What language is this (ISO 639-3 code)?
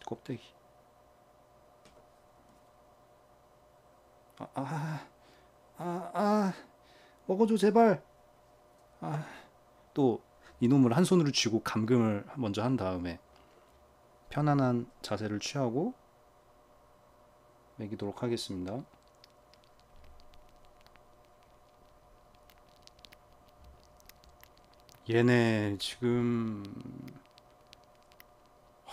kor